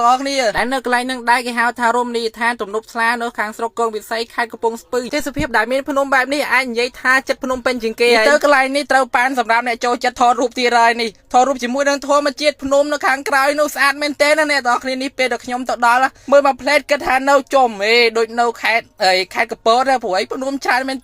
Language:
Khmer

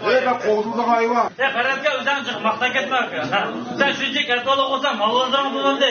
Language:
Uyghur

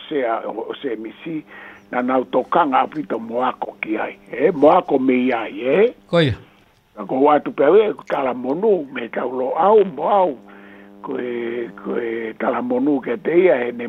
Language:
Tongan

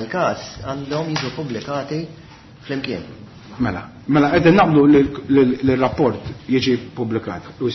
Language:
Maltese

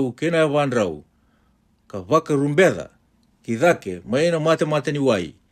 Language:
Fijian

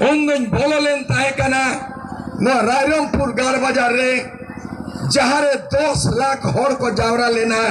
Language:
Santali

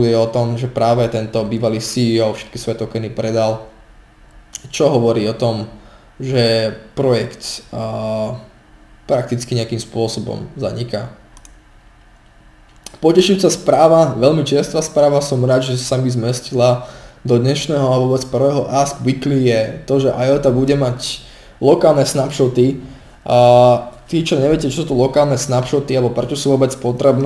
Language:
Slovak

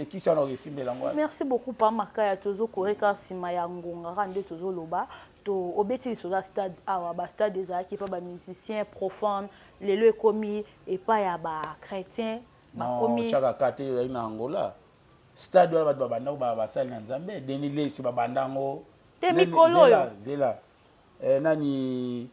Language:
Lingala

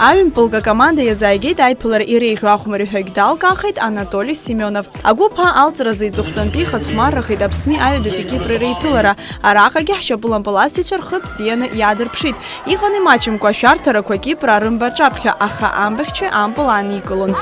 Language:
Abkhazian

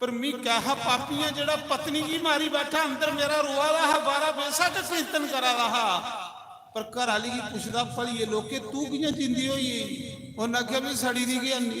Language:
Dogri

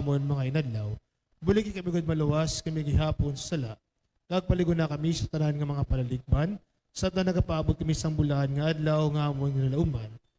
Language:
Hiligaynon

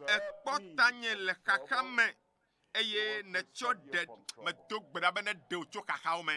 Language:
Ewe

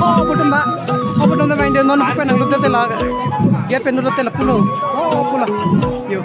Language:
Karbi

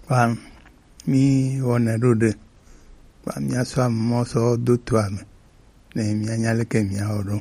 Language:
Gen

